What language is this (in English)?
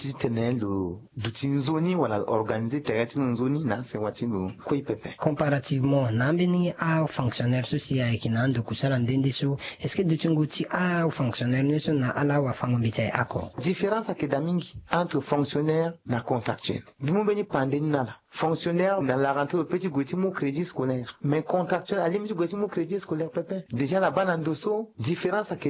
Sango